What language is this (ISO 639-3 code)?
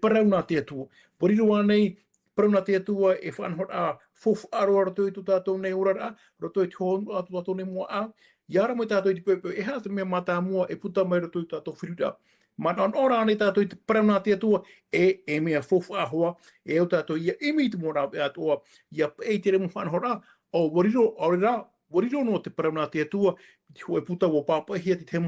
tah